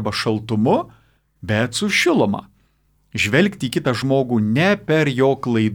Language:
Lithuanian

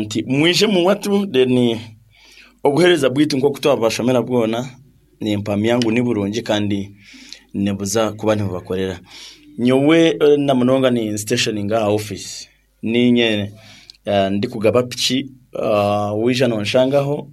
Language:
Nyankole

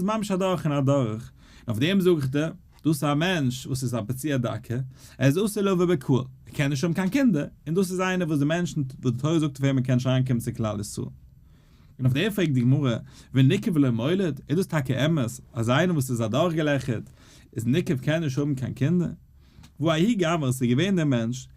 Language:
Yiddish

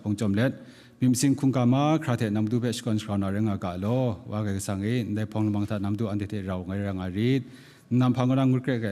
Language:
Kachin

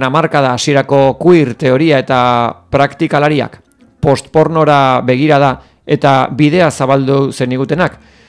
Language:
Basque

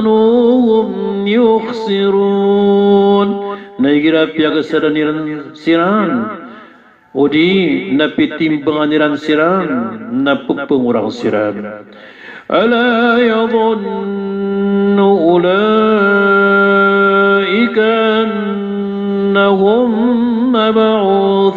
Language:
Maranao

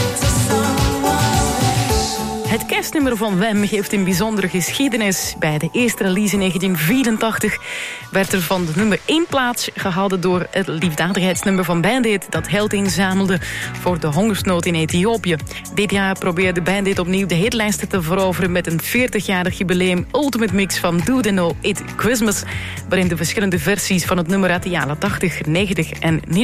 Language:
Dutch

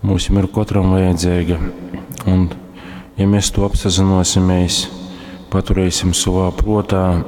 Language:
Latgalian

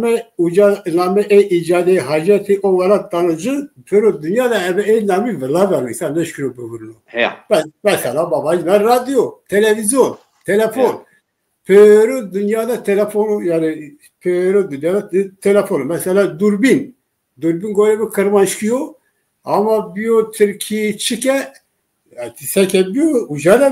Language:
Zaza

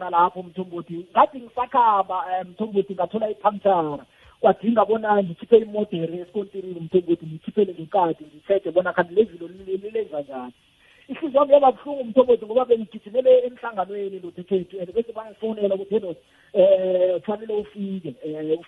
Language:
South Ndebele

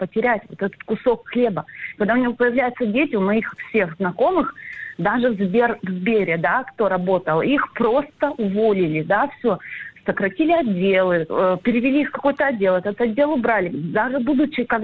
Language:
Russian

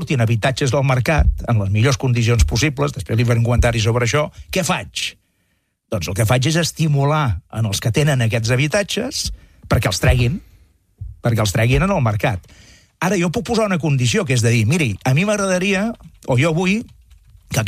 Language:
Catalan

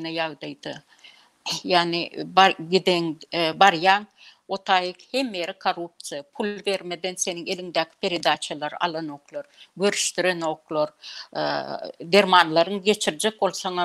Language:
Turkmen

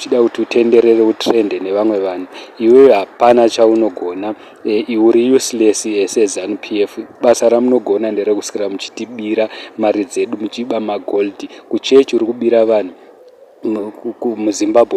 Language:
Shona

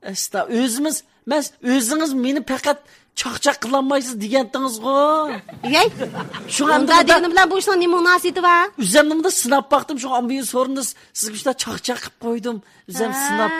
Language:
Uyghur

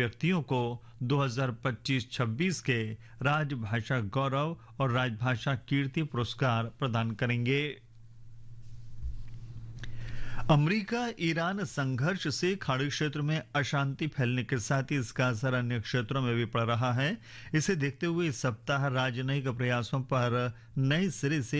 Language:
Hindi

